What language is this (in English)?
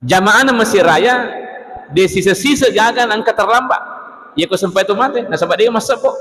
Buginese